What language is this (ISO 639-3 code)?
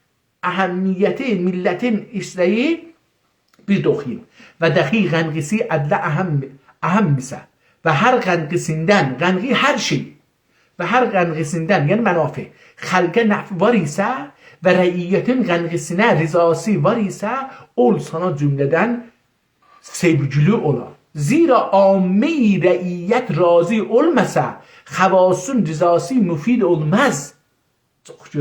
azb